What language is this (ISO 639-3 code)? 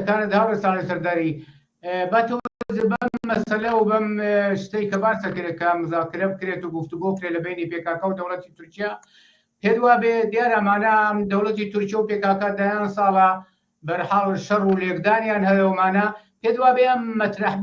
ckb